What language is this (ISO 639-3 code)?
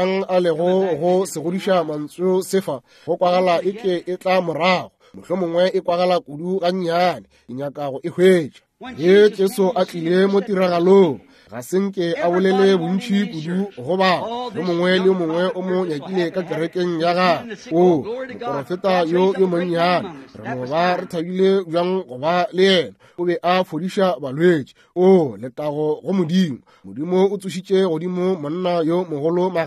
nso